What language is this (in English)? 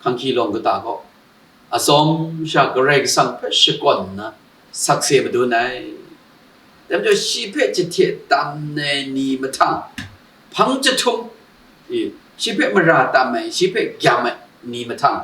Kachin